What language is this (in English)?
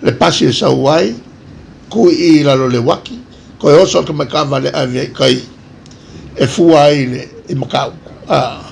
Samoan